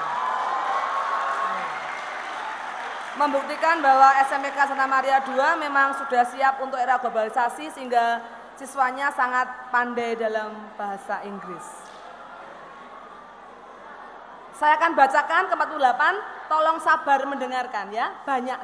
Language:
Indonesian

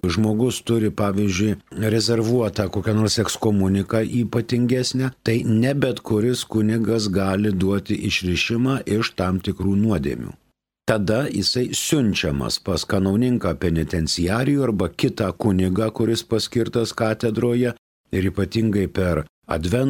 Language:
Lithuanian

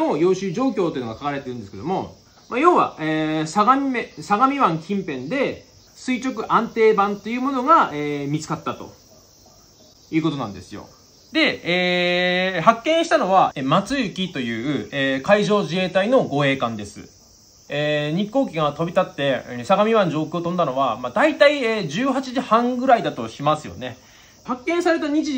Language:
Japanese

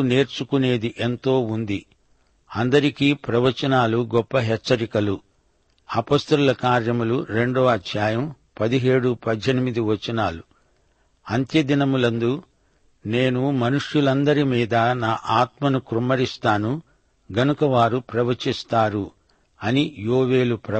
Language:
Telugu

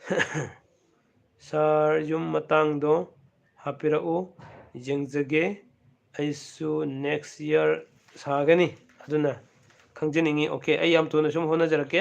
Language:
Manipuri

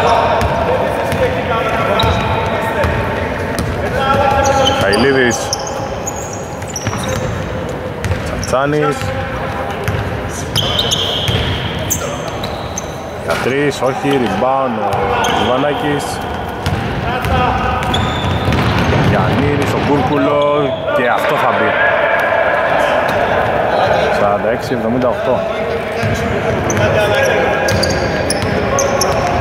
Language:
Greek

